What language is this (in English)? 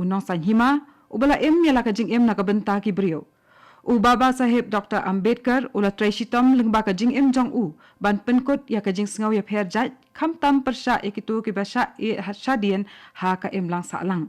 Khasi